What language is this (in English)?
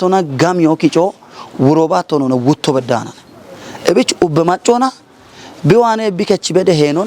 Kafa